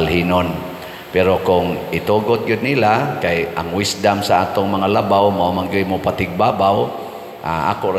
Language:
Cebuano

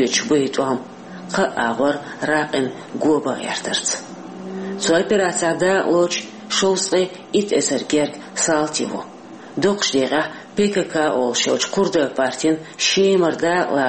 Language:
Chechen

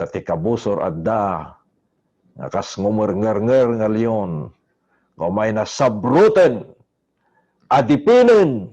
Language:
Iloko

